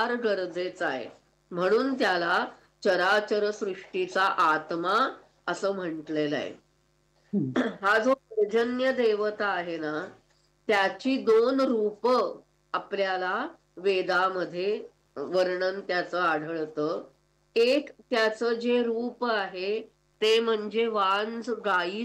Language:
Marathi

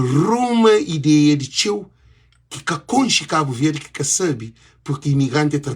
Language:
Kabuverdianu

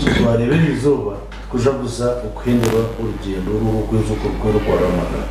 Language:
Nyankole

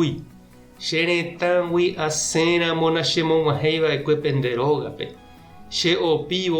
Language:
Guarani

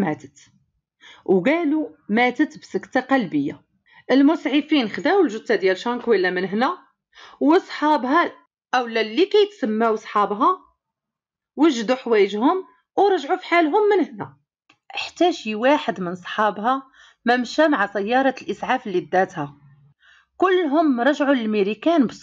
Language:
Moroccan Arabic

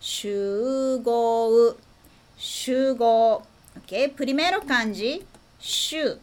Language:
Galician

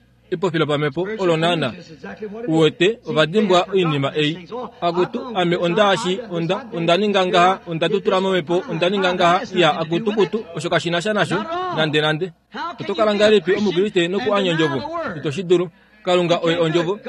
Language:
Kuanyama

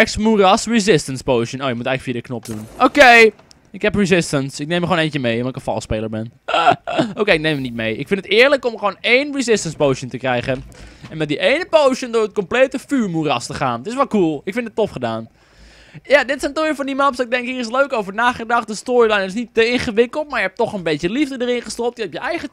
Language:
Dutch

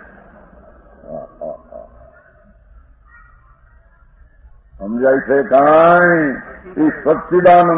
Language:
Gujarati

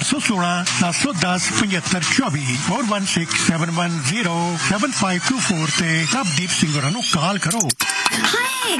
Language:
Punjabi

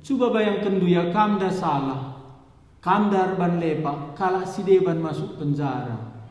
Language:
Batak Karo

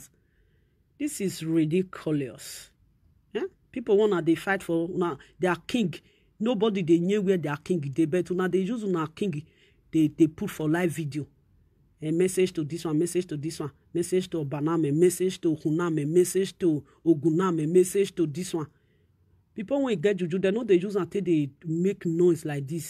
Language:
Nigerian Pidgin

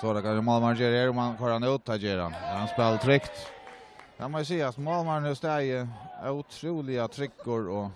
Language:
Faroese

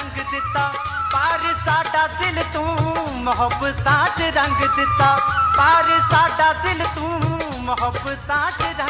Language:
Punjabi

